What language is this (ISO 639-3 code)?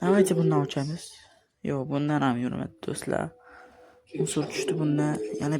uzb